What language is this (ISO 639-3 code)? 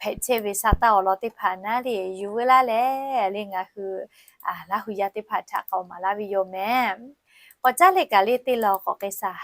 lhu